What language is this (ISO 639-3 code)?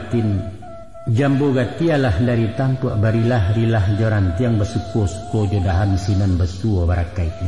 min